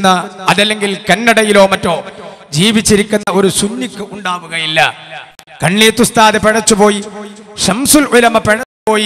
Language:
Malayalam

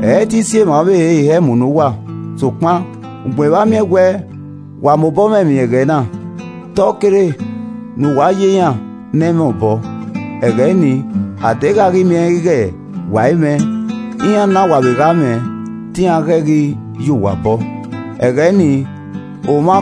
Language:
Esan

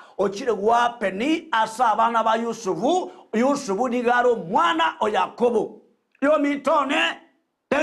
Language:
Gusii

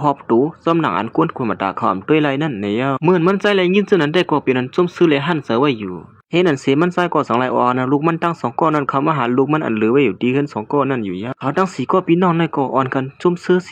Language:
Shan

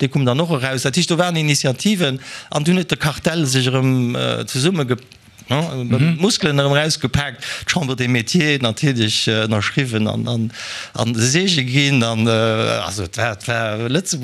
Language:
Luxembourgish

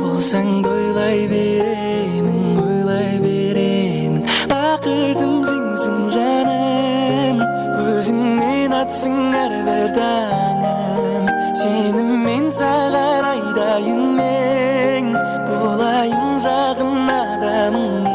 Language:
Kara-Kalpak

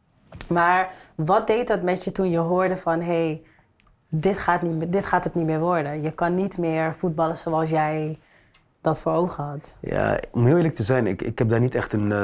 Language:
Dutch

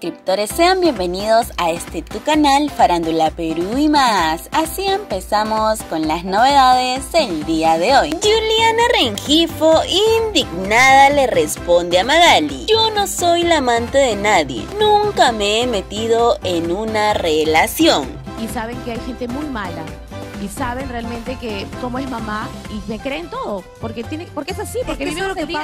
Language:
Spanish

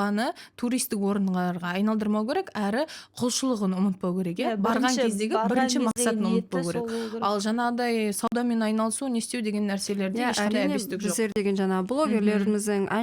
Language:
Kazakh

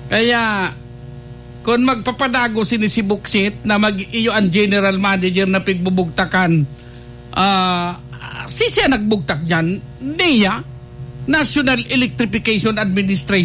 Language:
Bikol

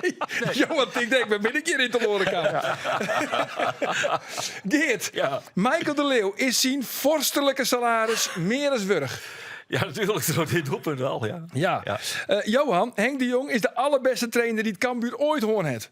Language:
Western Frisian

